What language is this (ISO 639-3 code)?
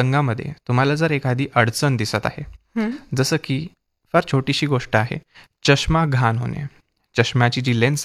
mar